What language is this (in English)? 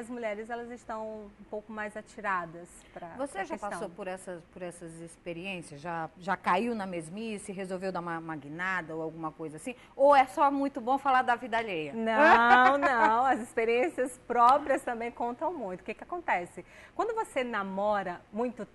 Portuguese